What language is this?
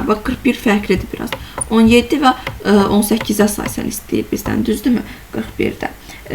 Azerbaijani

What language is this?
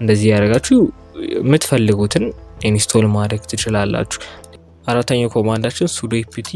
Amharic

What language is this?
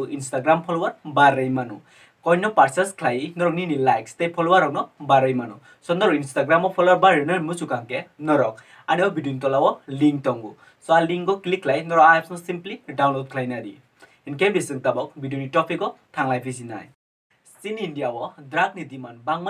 Kok Borok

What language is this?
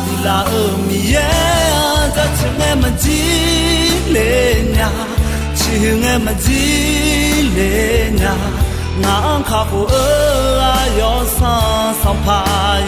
Akha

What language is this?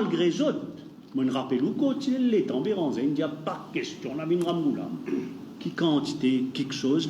Morisyen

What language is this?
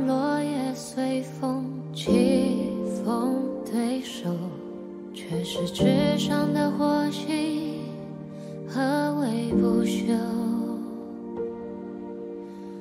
Chinese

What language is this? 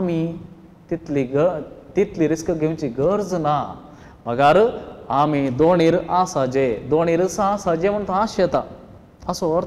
Konkani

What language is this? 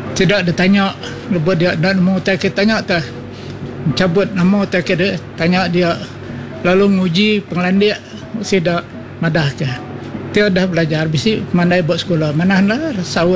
Iban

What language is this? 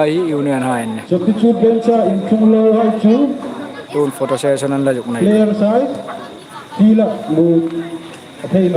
Hmar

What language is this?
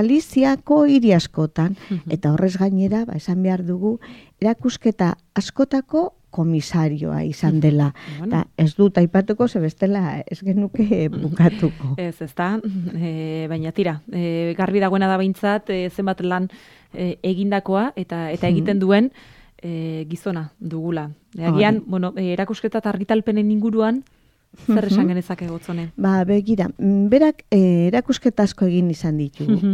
Basque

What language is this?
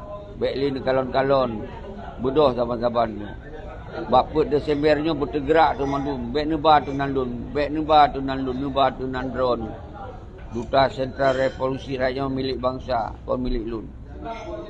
Achinese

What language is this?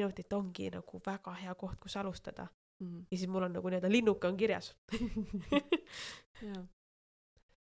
Estonian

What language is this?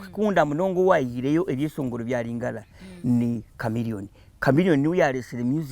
Nyankole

